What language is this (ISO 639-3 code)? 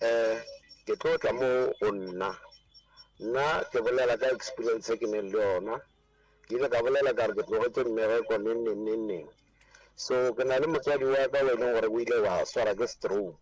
nso